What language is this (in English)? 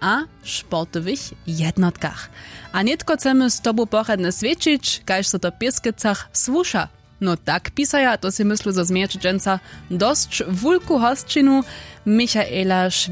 Upper Sorbian